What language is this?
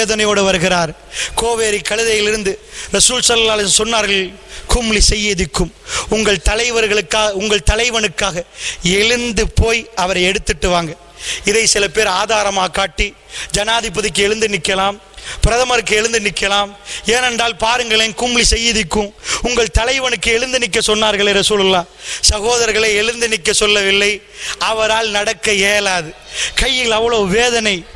Tamil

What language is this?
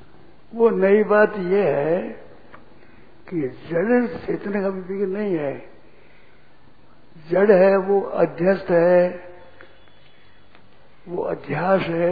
Hindi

